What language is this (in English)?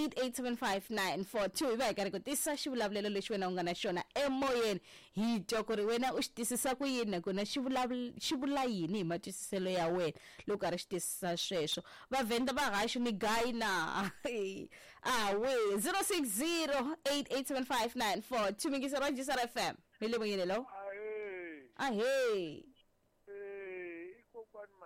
Tsonga